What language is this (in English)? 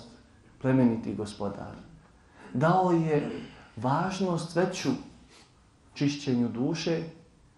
Bosnian